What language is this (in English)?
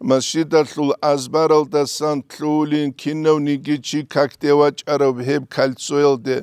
Avaric